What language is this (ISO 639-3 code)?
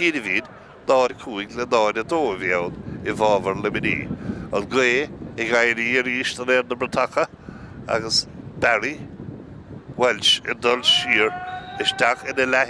gle